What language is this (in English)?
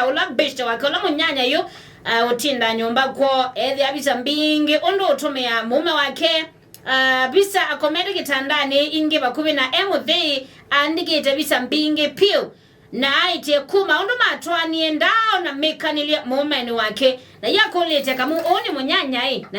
Kamba